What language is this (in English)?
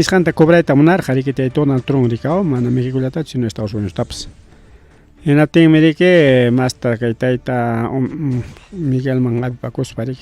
Ayacucho Quechua